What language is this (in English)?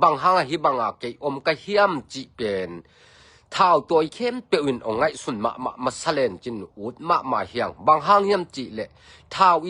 Tedim Chin